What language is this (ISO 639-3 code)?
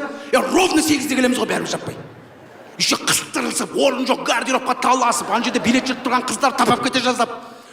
kaz